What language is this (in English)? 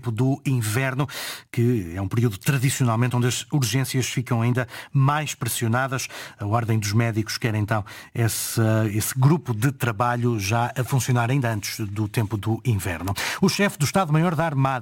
Portuguese